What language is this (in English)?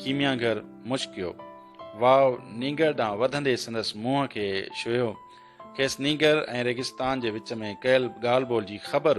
Sindhi